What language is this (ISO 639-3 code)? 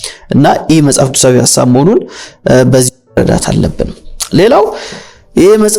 amh